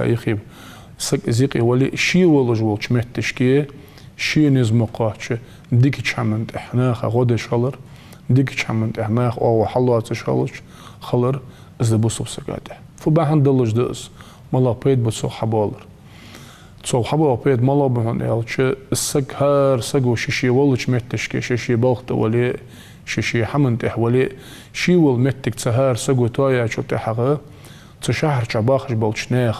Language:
Ingush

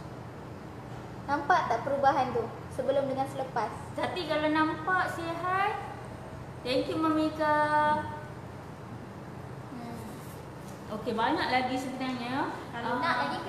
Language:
Malay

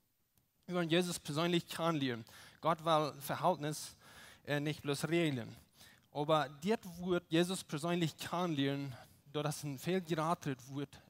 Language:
Plautdietsch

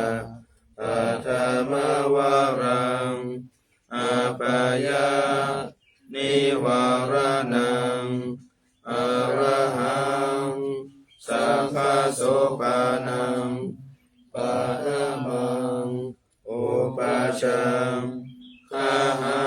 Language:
Pali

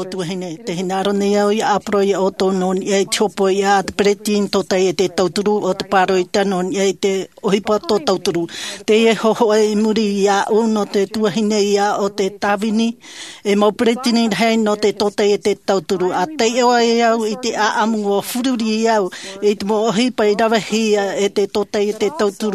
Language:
Tahitian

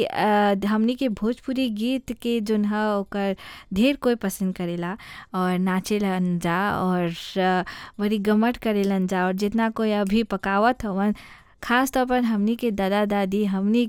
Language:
Bhojpuri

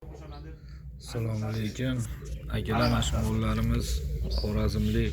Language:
Uzbek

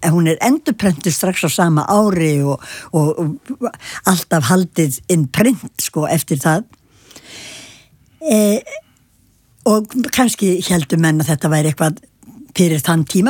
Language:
Icelandic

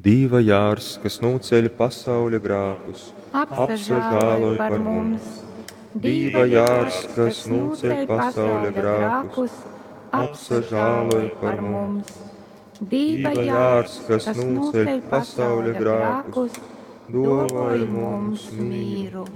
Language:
Latgalian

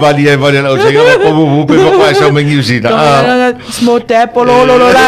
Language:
Samoan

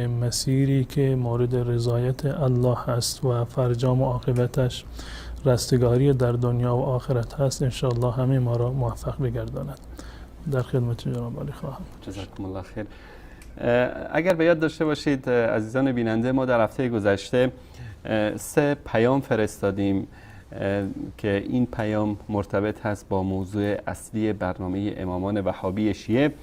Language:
Persian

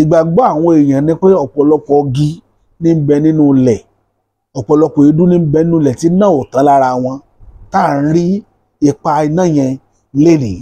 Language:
Yoruba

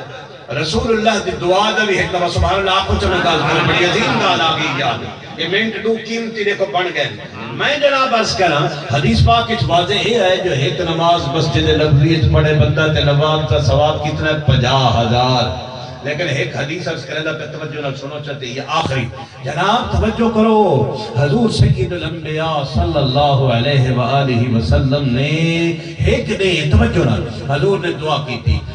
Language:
Saraiki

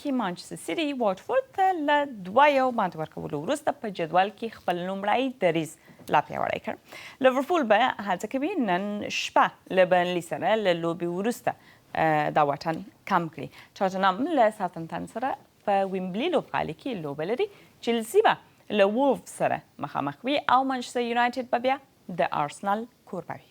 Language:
Pashto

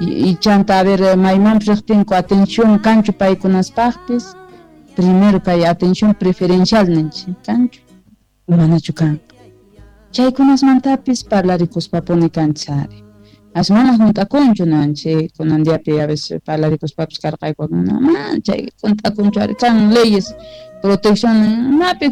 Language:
Quechua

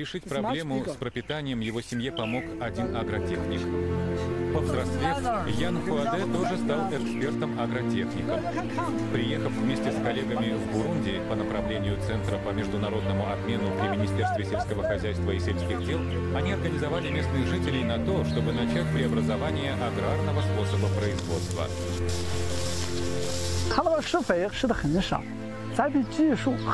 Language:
Russian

